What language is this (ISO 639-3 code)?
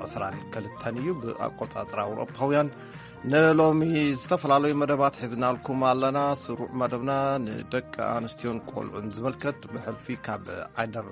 tir